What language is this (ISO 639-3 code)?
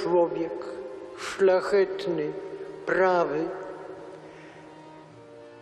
pol